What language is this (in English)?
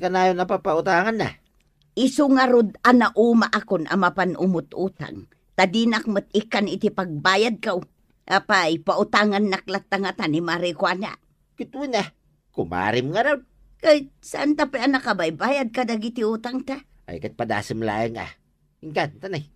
Iloko